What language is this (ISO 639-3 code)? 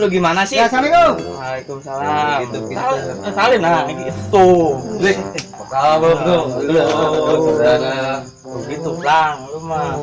bew